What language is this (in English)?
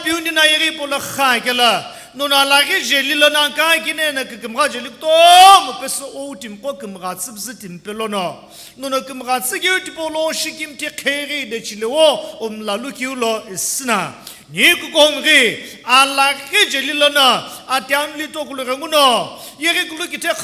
Sumi Naga